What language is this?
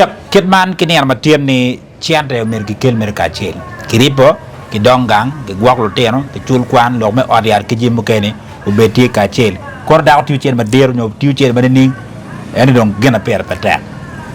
Acoli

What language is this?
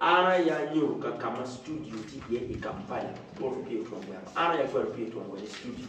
Acoli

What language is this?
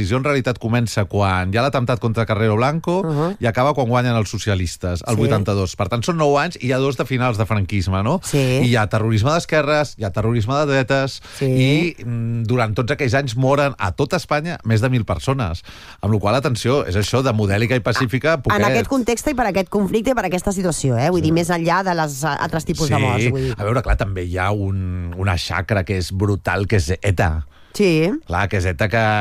Catalan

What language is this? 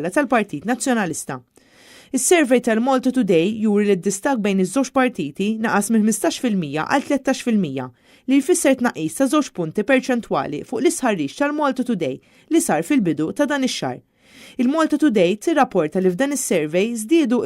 Maltese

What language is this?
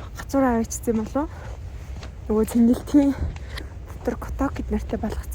Mongolian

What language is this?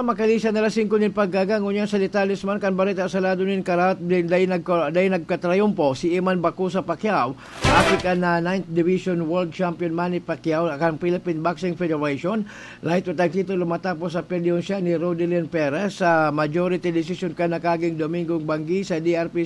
Bikol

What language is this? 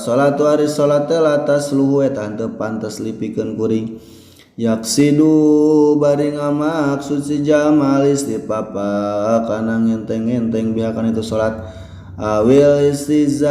Sundanese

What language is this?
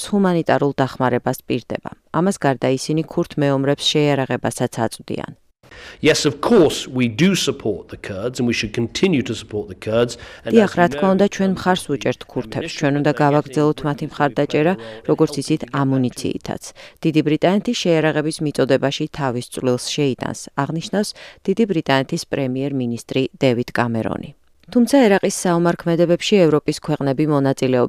Georgian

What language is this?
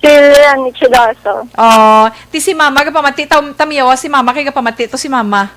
Hiligaynon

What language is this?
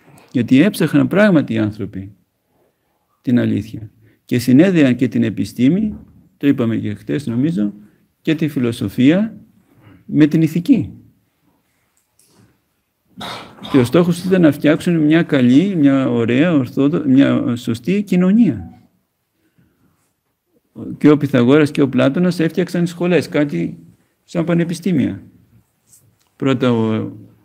Greek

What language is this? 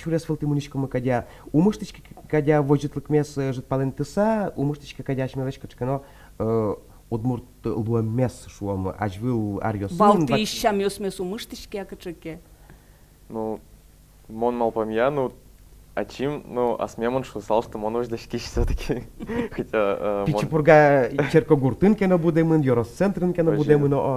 Udmurt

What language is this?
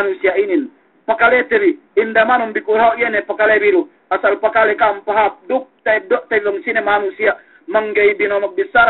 Yakan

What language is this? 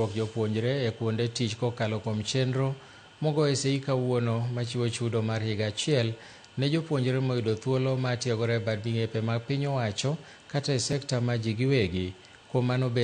Luo (Kenya and Tanzania)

